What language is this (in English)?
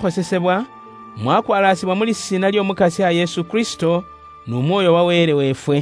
Luyia